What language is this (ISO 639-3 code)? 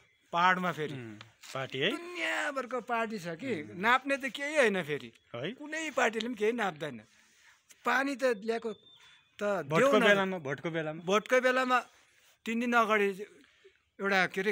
nep